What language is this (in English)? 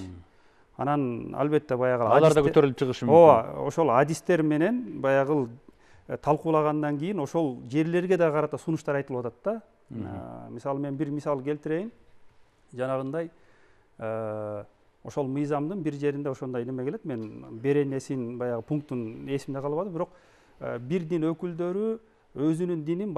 Kyrgyz